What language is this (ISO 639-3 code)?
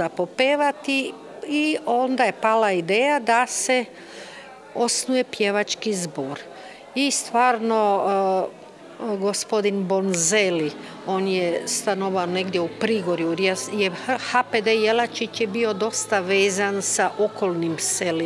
hrv